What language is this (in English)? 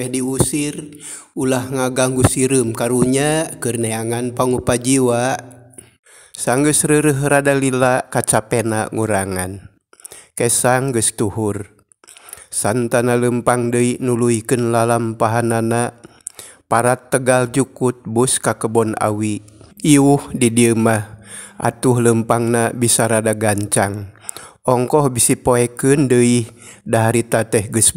Sundanese